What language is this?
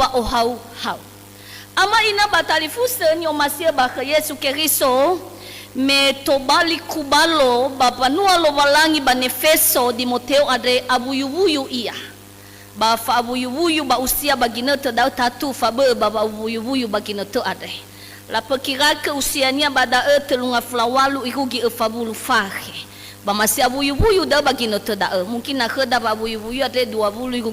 Nias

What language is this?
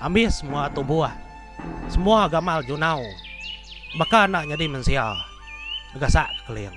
Iban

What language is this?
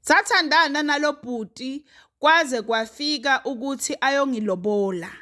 Zulu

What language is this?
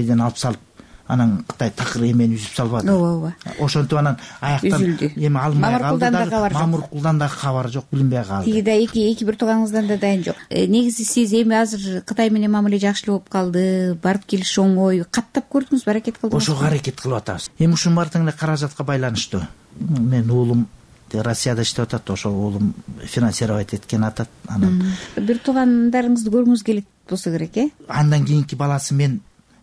Kyrgyz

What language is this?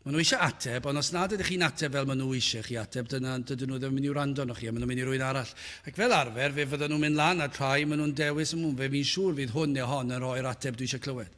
Welsh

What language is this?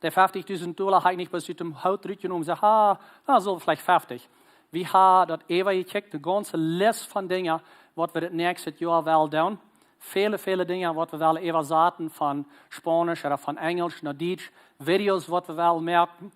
Plautdietsch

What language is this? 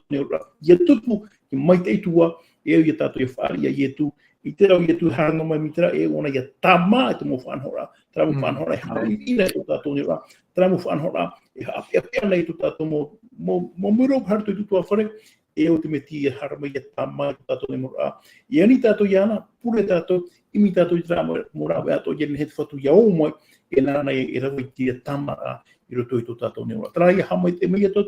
Tahitian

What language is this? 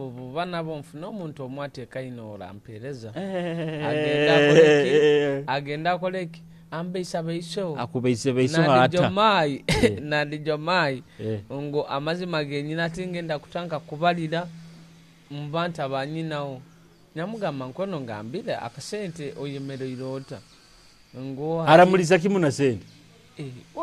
Nyoro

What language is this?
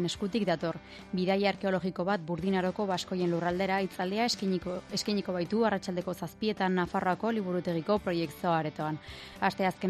Basque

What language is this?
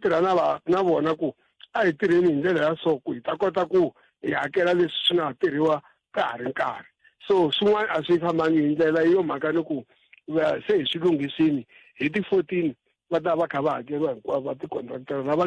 Tsonga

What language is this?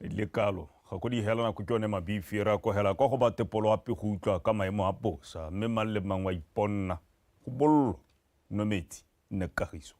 Tswana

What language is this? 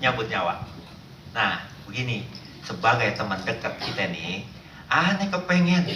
Betawi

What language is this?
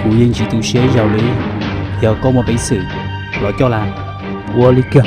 Hmong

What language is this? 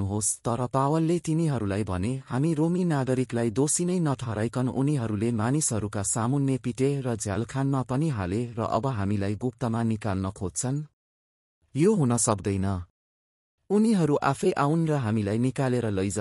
Nepali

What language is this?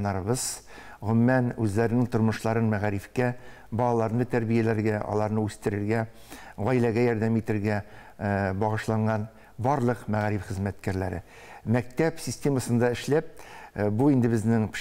Tatar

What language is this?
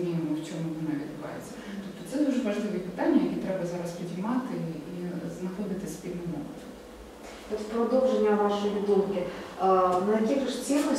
Ukrainian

